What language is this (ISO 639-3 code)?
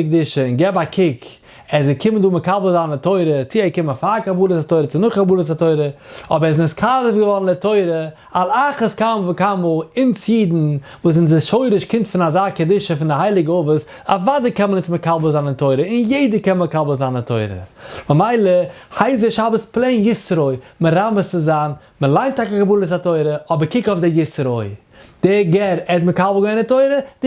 yid